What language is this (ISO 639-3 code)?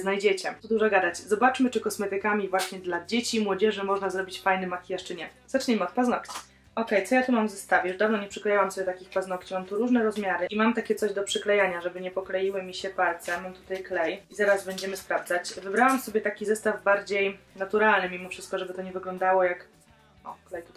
pol